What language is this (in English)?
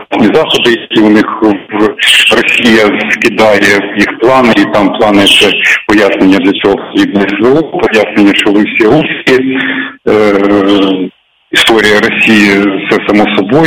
Ukrainian